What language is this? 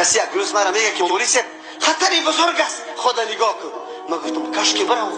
Persian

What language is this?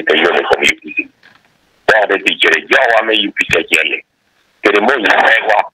Acoli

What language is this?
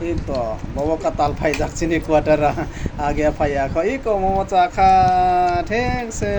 Kok Borok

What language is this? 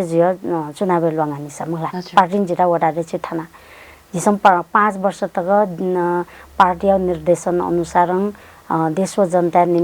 Newari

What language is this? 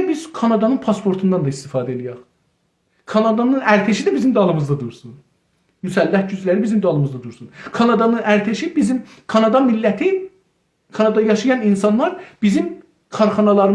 South Azerbaijani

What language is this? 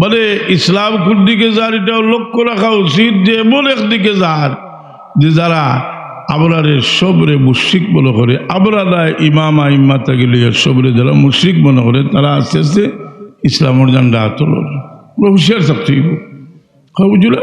Sylheti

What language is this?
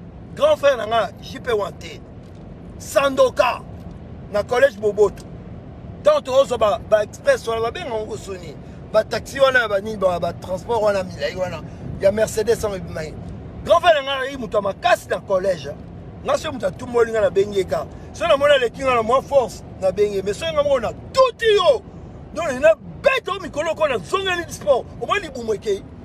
Lingala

